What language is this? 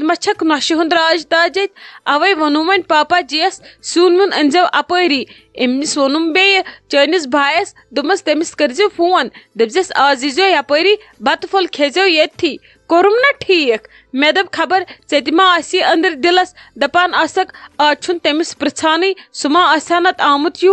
Kashmiri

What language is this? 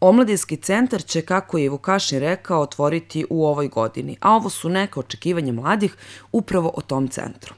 Serbian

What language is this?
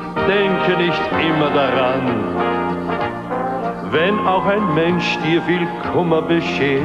German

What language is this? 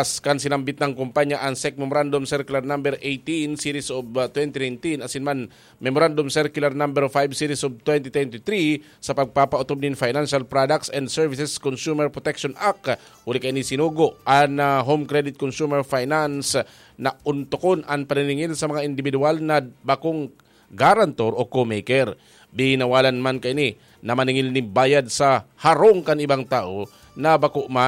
Bikol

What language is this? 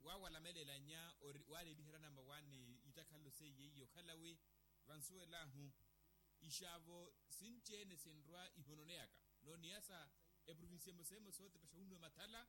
Makhuwa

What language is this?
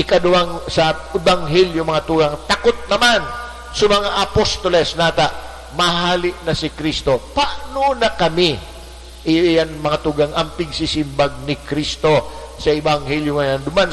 Bikol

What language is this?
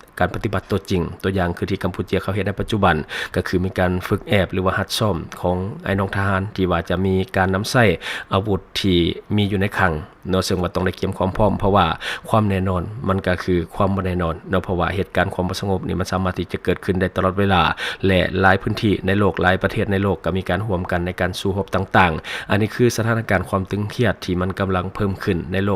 Lao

